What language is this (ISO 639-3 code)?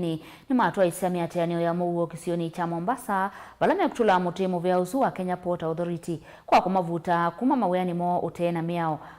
kam